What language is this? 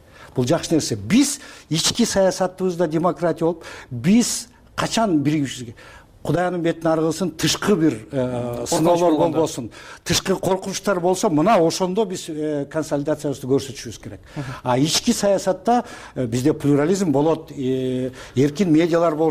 Kyrgyz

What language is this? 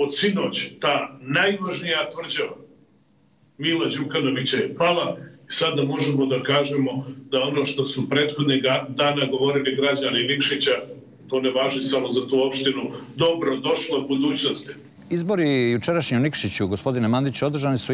Serbian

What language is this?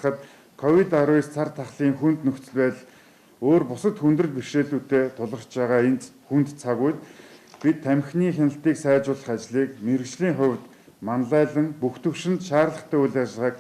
Mongolian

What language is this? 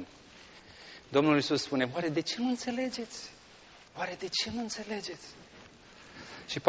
Romanian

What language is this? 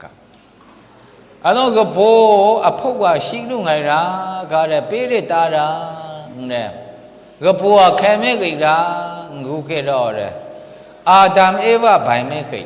Maru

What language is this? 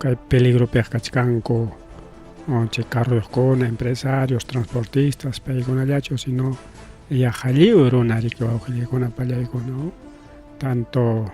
Ayacucho Quechua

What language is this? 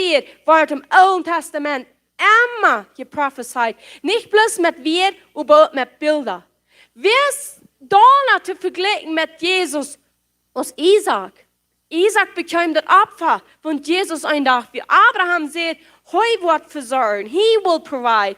Plautdietsch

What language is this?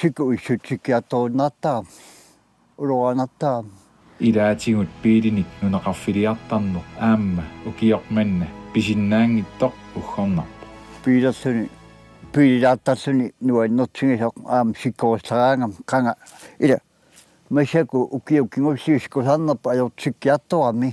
Kalaallisut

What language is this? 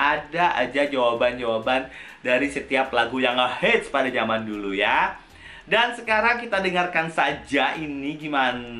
Indonesian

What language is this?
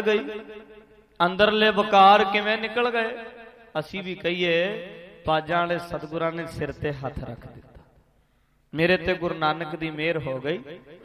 Punjabi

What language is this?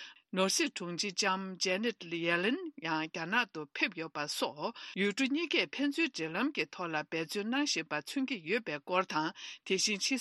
Tibetan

